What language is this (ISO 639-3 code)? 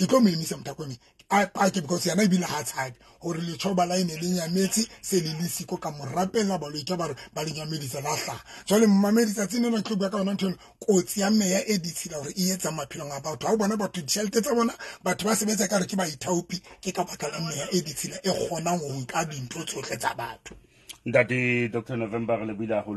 sot